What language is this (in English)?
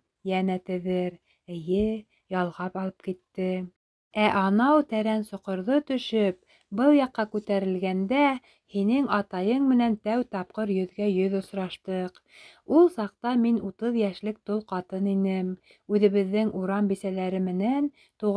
Bashkir